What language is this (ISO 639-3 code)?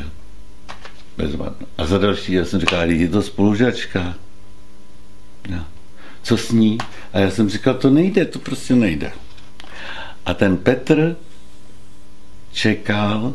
ces